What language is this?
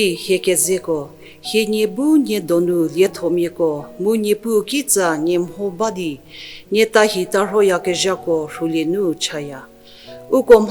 Angami Naga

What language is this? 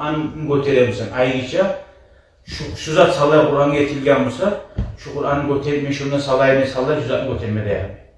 Kumyk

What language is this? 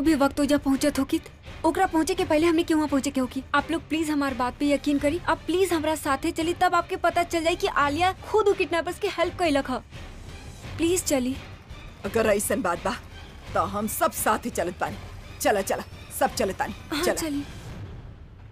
Bhojpuri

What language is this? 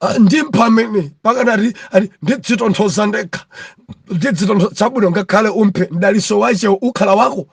Nyanja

